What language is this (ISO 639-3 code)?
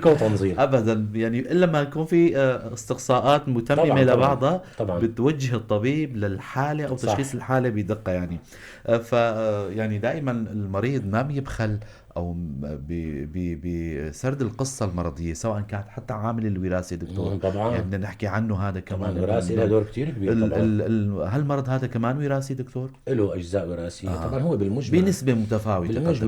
apc